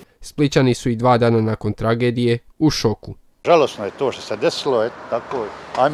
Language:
Croatian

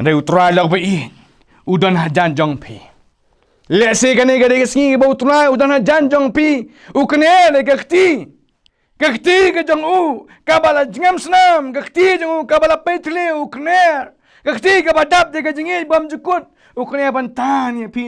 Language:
Khasi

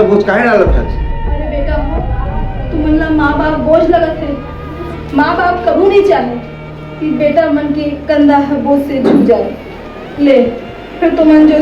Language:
Chhattisgarhi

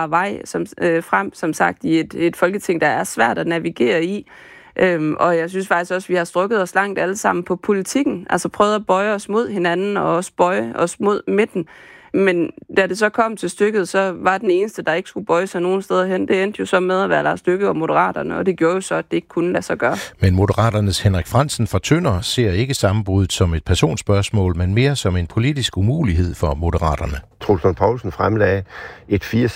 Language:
Danish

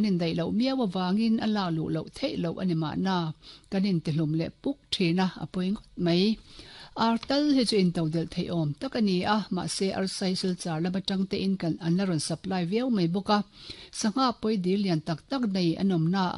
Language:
Mizo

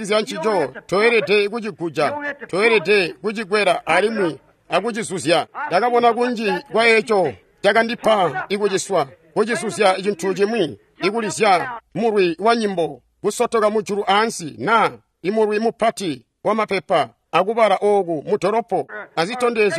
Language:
Tonga (Zambia)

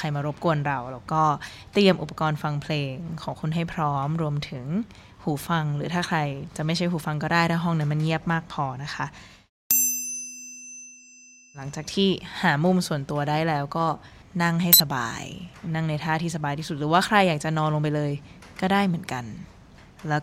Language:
Thai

